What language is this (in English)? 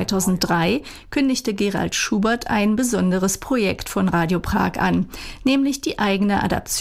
German